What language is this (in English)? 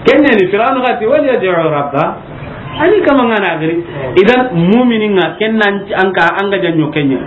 Soninke